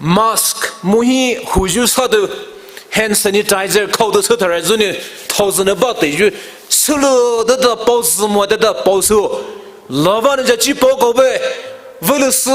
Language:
Poumei Naga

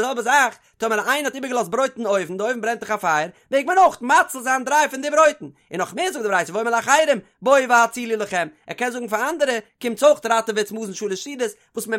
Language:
Yiddish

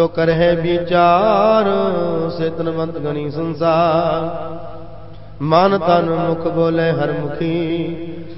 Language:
Punjabi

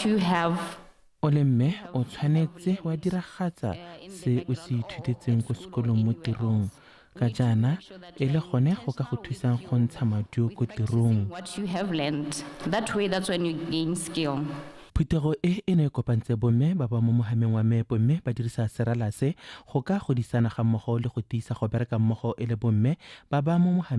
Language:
Tswana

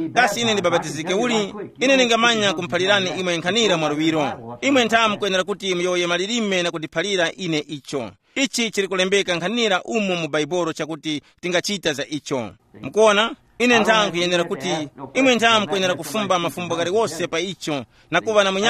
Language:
Tumbuka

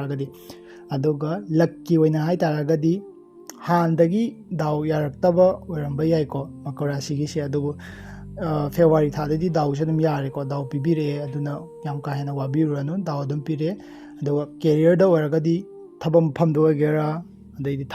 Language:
Manipuri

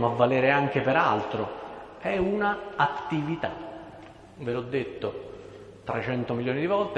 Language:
Italian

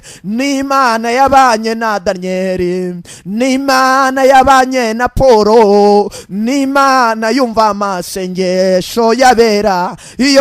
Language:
Kinyarwanda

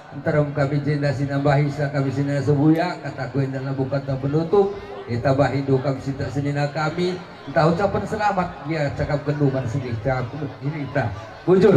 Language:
Batak Karo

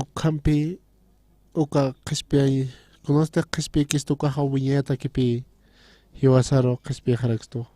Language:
Aymara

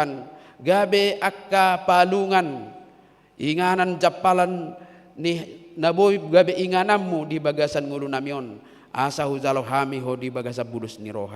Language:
Batak Toba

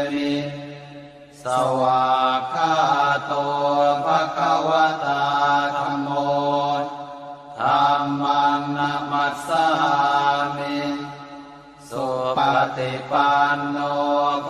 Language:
Pali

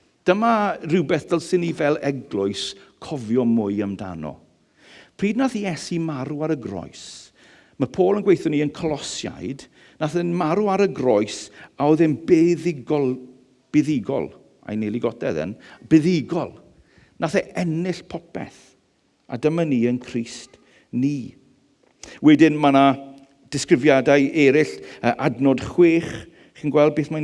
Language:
Welsh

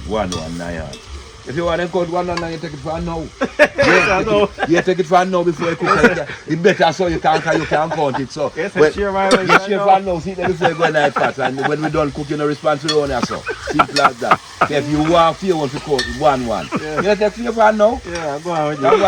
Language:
Jamaican Creole English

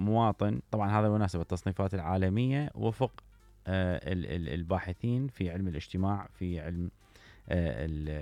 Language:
Mesopotamian Arabic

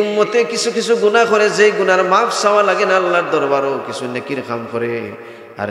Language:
Sylheti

